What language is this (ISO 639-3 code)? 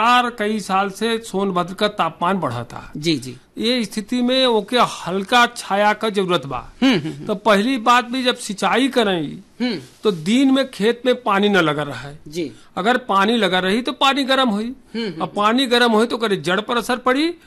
bho